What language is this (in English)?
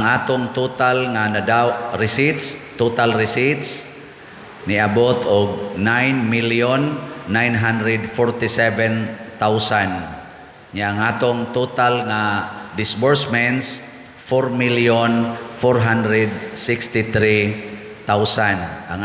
Cebuano